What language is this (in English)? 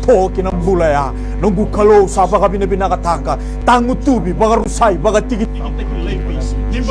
Fijian